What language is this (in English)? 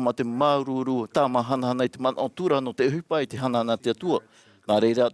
Tahitian